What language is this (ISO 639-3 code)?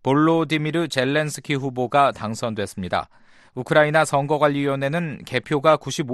kor